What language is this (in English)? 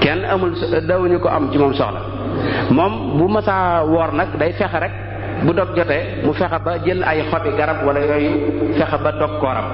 Wolof